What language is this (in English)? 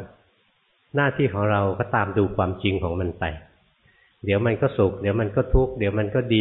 Thai